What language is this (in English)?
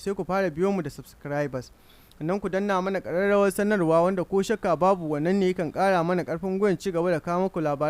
Hausa